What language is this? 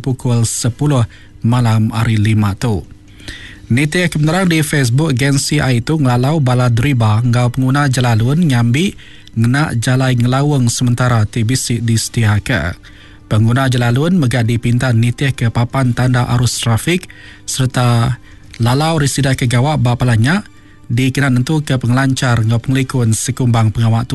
Iban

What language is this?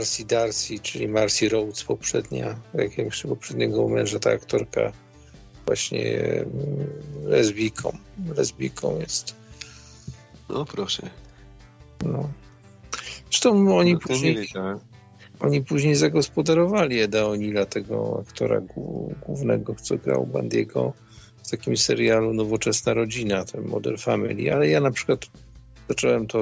Polish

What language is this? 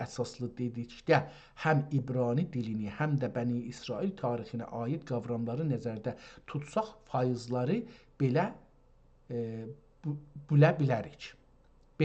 South Azerbaijani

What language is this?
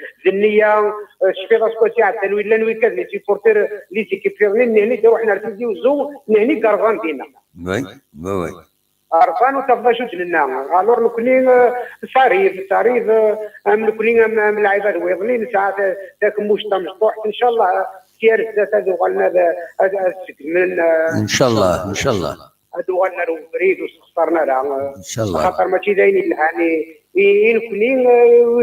Kabyle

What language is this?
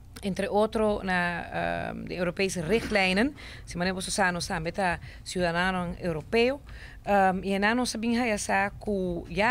Papiamento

